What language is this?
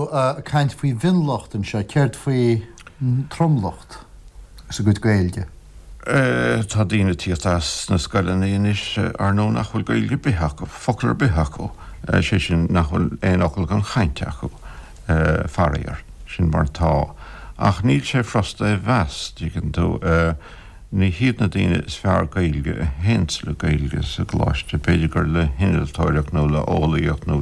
Irish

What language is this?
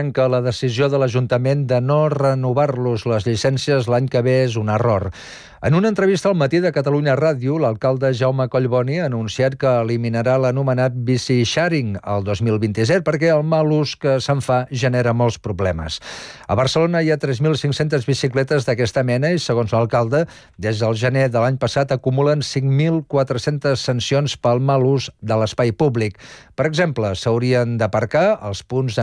Catalan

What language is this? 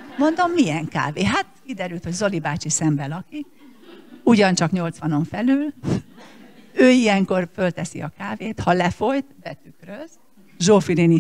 Hungarian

